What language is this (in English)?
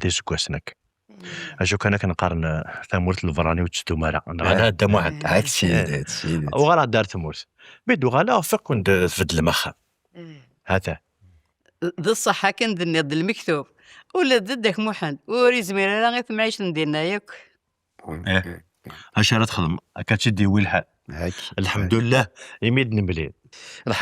Kabyle